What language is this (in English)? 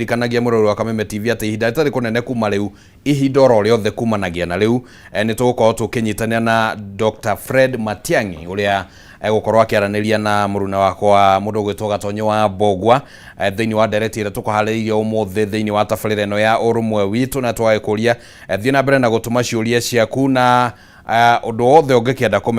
Kikuyu